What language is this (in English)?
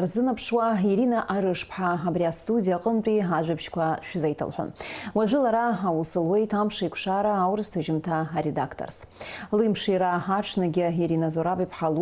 Abkhazian